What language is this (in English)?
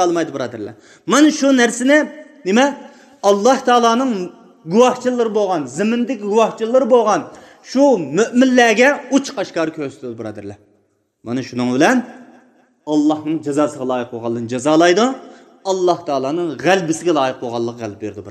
Uyghur